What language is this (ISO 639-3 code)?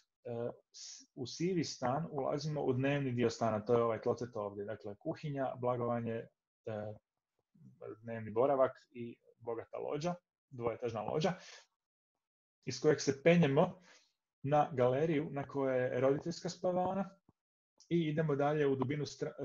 hrv